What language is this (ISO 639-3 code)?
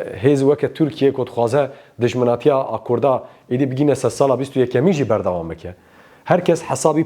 kur